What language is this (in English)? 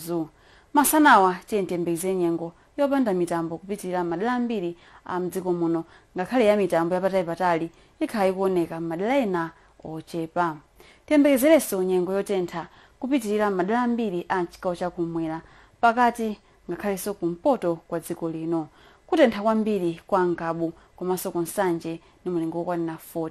Nyanja